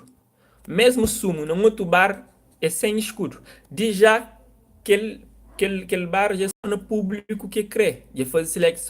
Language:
Kabuverdianu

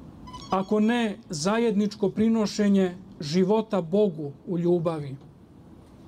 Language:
Serbian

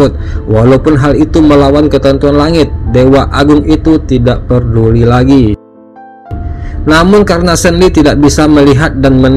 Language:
Indonesian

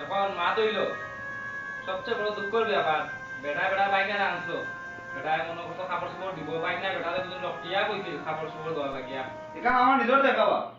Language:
Sylheti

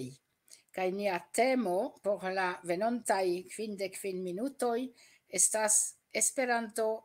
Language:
Esperanto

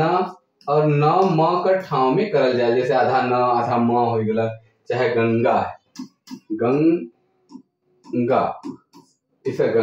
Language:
Sadri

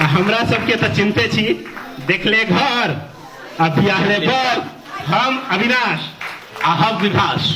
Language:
Maithili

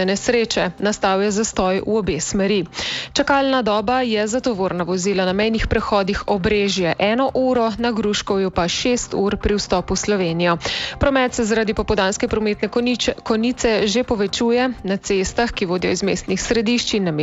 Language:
Slovenian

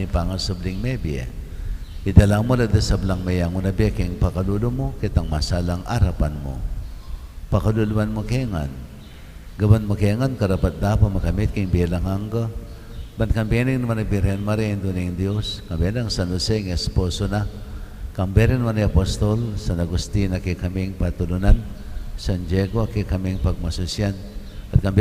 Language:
Pampanga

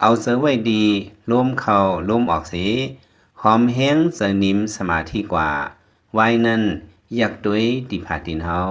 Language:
Lao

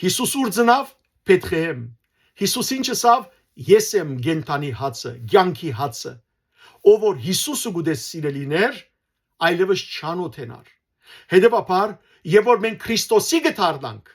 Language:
Western Armenian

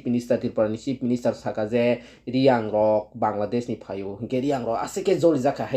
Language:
Kok Borok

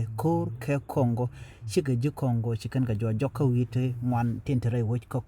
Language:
Nuer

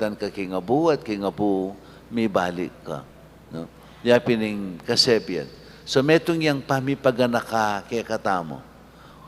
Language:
Pampanga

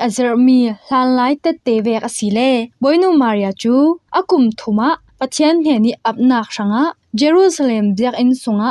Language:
Falam Chin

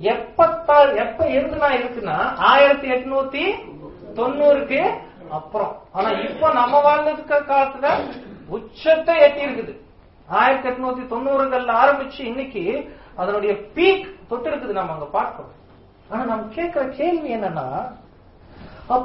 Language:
Tamil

